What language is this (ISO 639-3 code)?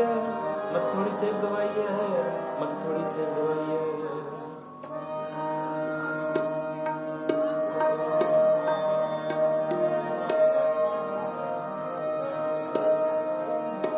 pan